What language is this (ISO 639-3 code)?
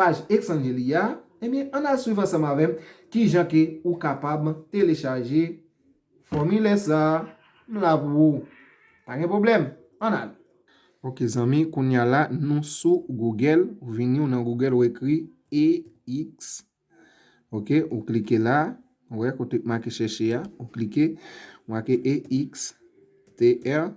hat